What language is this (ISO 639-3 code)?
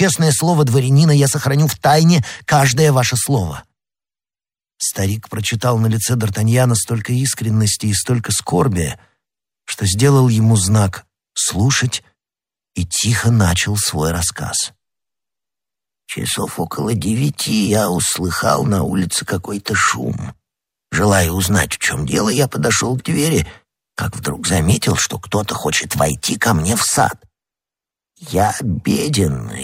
rus